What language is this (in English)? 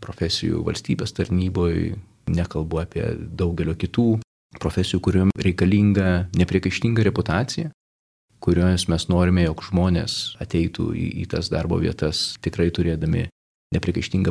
Lithuanian